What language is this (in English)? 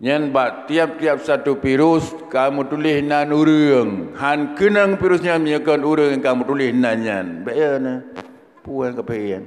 Achinese